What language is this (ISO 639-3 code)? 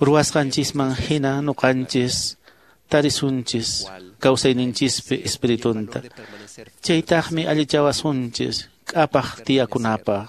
que